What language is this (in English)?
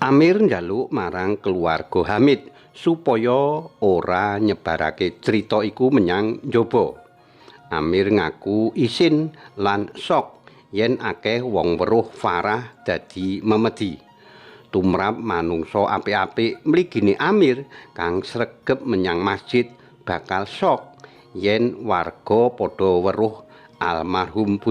Javanese